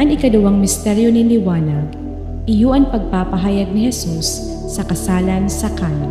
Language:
Bikol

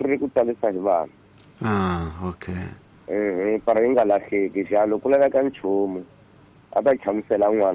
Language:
Tsonga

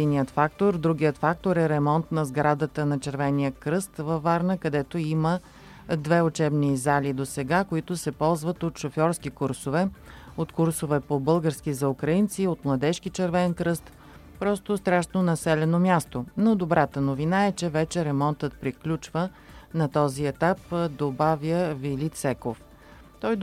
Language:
Bulgarian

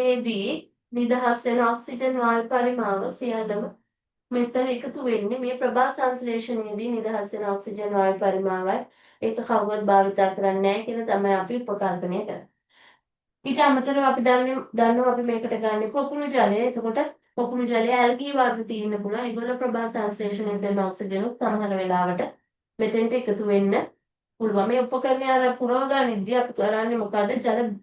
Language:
Sinhala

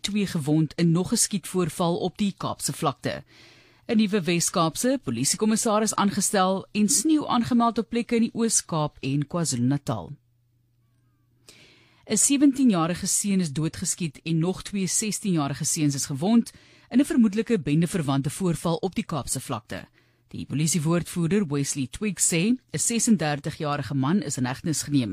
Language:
Afrikaans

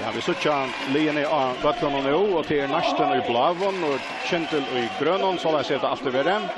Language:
Faroese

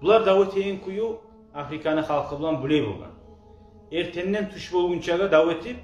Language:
Kumyk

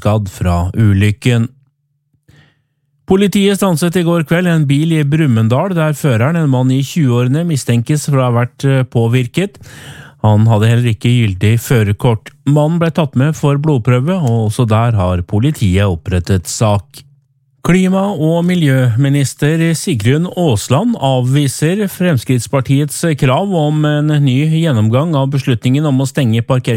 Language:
Norwegian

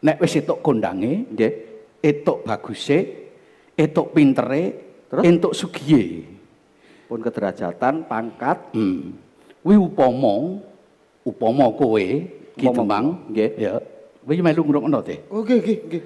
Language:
Javanese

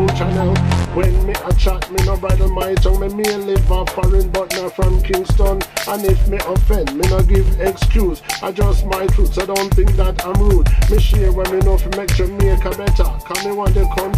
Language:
Jamaican Creole English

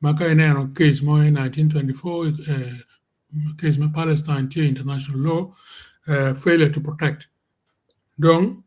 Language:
Acoli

